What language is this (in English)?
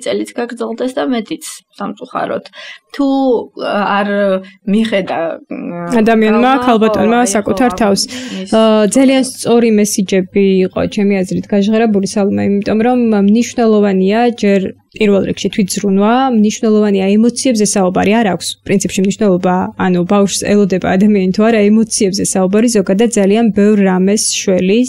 Georgian